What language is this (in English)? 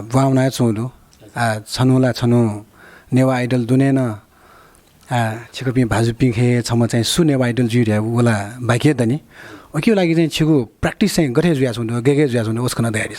Newari